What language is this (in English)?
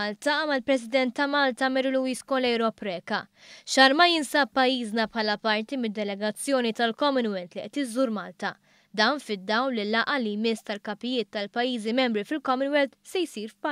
Maltese